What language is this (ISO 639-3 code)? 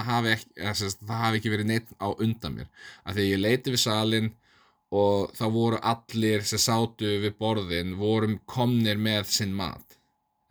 isl